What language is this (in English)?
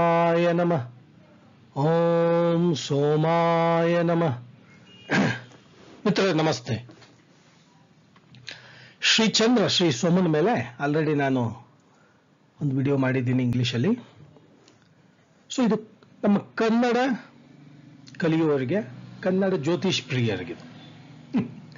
Kannada